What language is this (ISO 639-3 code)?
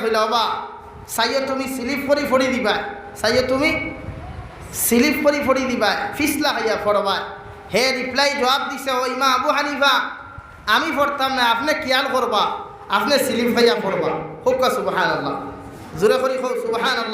syl